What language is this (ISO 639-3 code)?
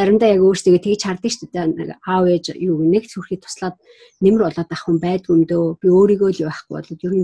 mon